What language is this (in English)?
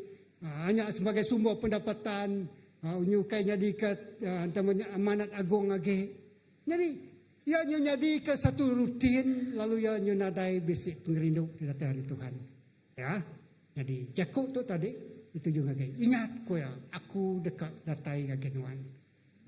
Iban